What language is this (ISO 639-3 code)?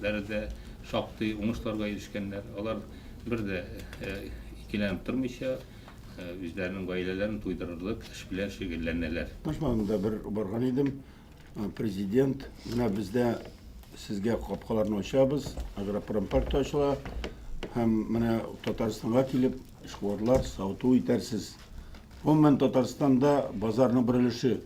tat